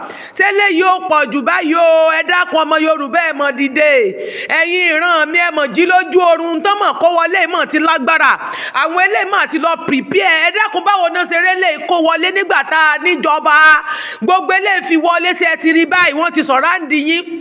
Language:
Yoruba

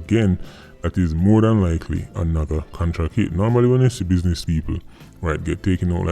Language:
Jamaican Creole English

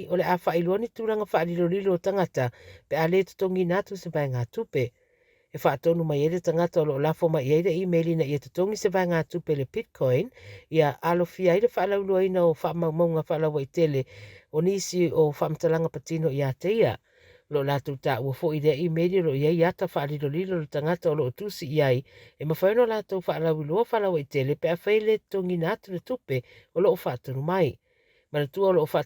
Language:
Samoan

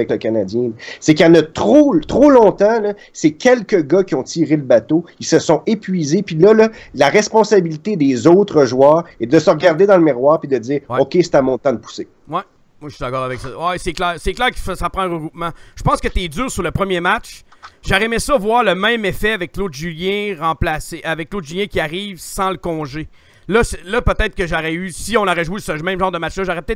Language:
French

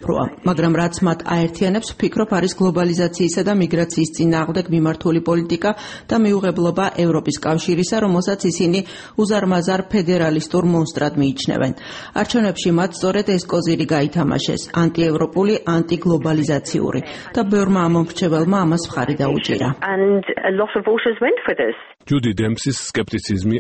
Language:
Georgian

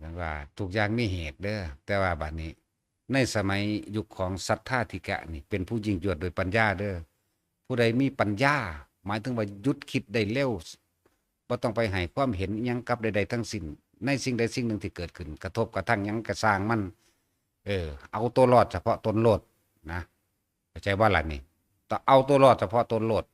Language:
Northeastern Thai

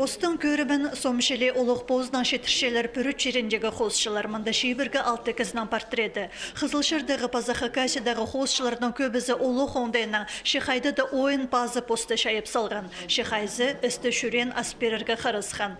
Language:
Khakas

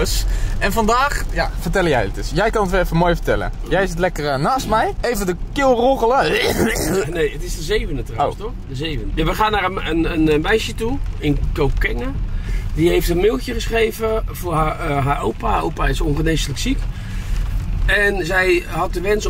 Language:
Dutch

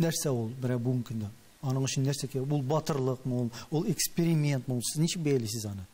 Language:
Tatar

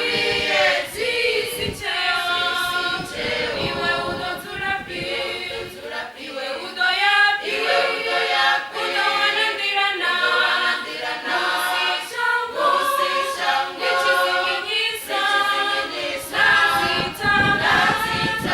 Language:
Venda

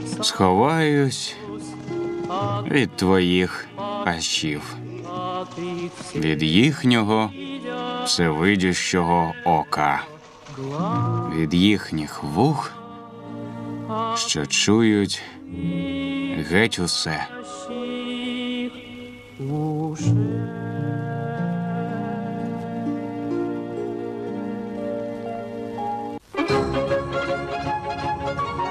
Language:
Ukrainian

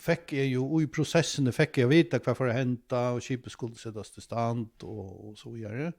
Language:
Faroese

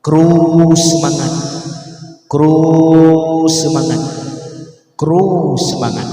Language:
Achinese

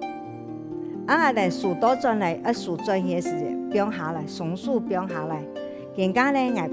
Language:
Hakka Chinese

